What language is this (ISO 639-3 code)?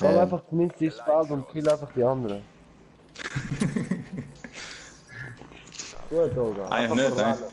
gsw